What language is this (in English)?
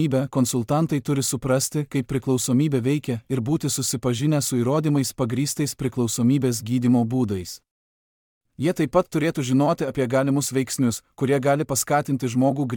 Lithuanian